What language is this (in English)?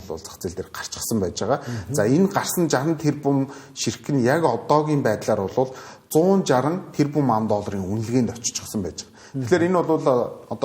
Mongolian